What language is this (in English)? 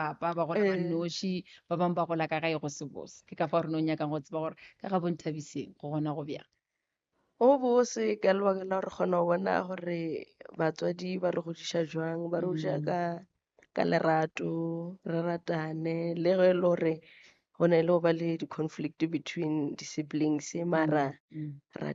Northern Sotho